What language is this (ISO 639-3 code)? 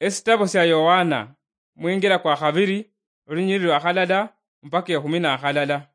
luy